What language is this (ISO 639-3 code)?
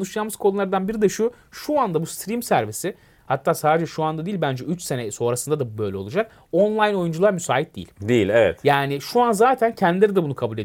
tur